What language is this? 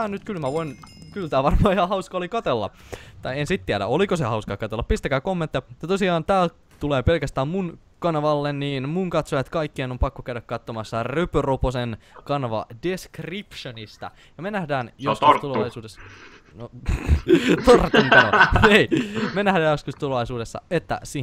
Finnish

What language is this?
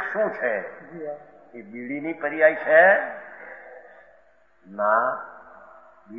Gujarati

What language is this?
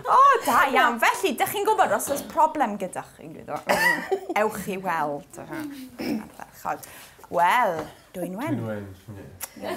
Welsh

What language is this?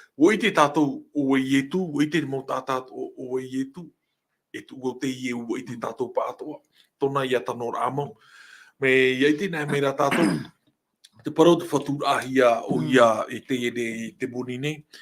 Tahitian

